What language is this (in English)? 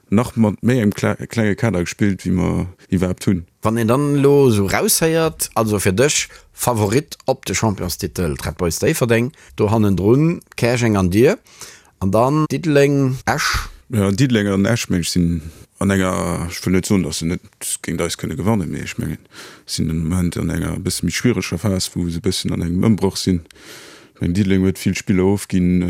Luxembourgish